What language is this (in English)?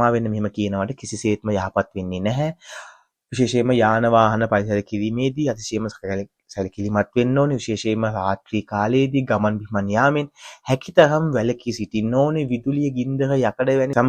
Sinhala